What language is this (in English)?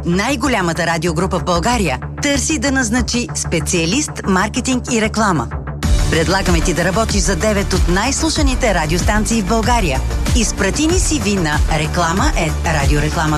Bulgarian